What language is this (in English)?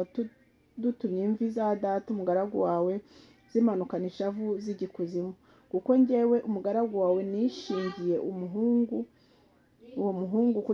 Kinyarwanda